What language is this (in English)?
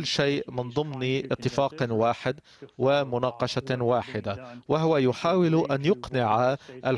Arabic